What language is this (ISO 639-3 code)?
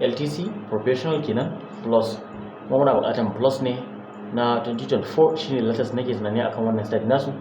hau